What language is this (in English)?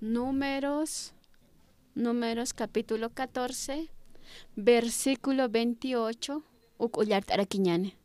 Aymara